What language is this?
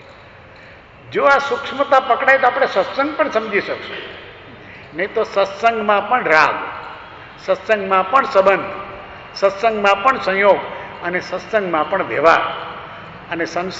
Gujarati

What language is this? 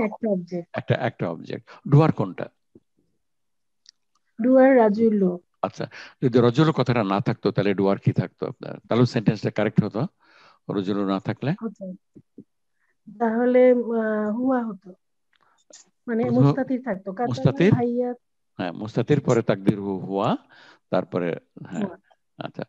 Bangla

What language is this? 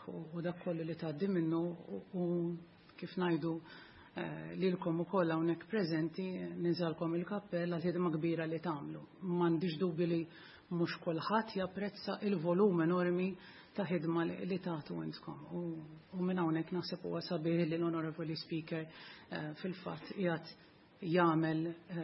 Maltese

